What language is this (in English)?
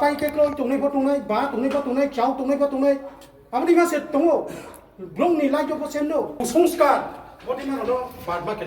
Riang (India)